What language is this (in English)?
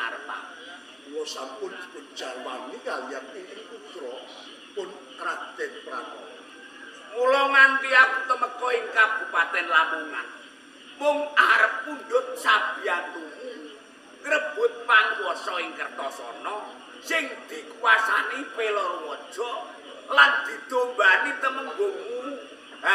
Javanese